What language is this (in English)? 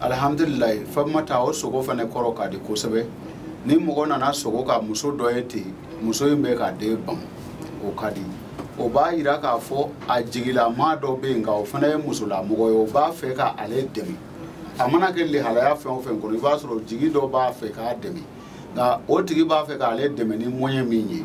Bambara